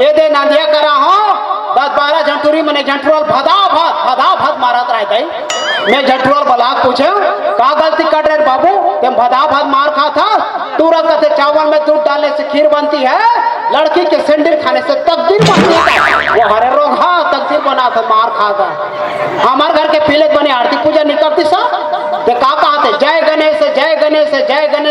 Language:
Chhattisgarhi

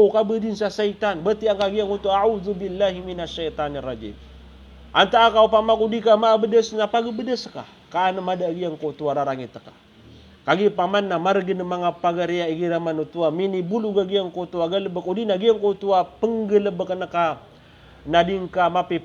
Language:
Maranao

